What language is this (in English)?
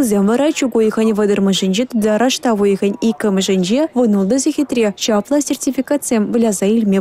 Chuvash